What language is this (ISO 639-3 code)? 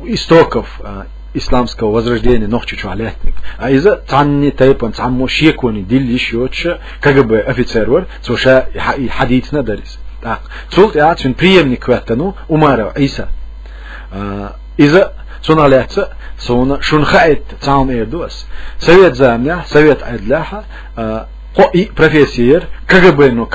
che